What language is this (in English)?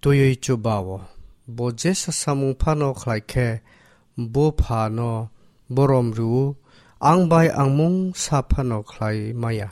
Kok Borok